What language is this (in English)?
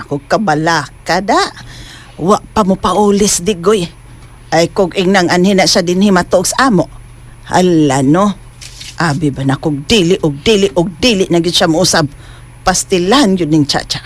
Cebuano